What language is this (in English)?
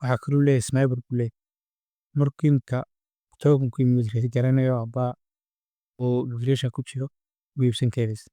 Somali